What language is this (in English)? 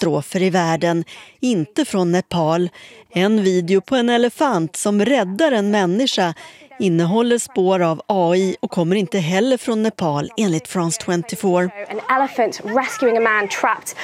Swedish